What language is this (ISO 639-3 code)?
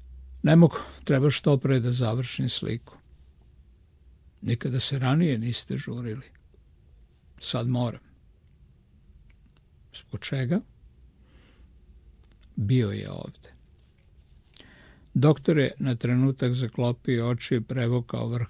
srp